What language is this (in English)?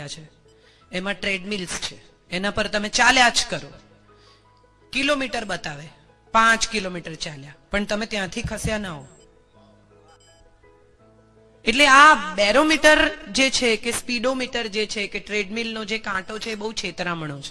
Gujarati